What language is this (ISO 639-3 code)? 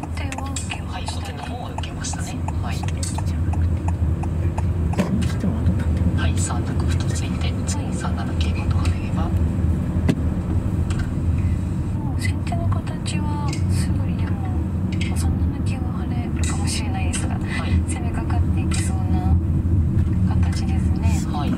jpn